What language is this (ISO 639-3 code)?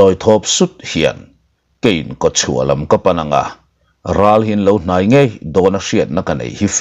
lus